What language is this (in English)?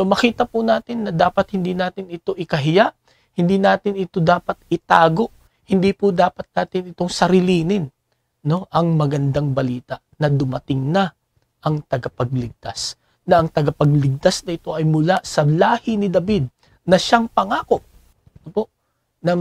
Filipino